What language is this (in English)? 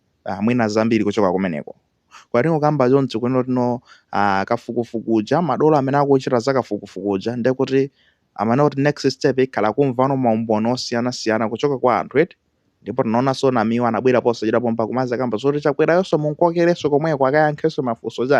Nyanja